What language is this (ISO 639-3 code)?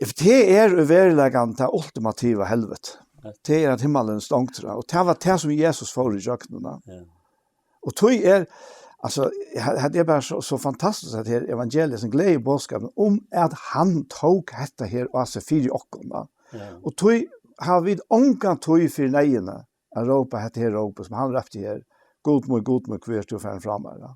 fao